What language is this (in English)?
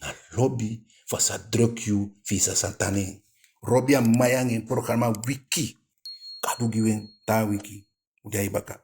Eastern Maroon Creole